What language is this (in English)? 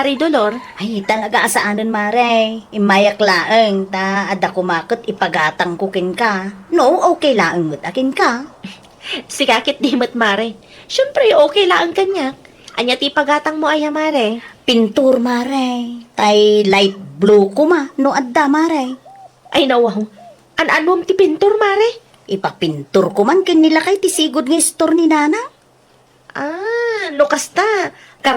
Iloko